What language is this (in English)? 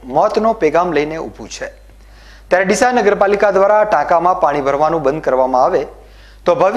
Gujarati